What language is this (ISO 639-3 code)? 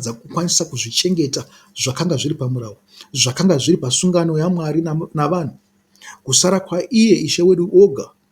sna